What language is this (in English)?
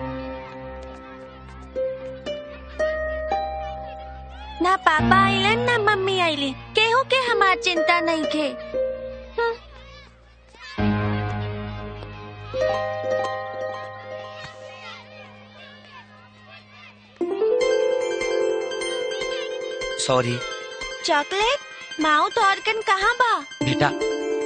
Bhojpuri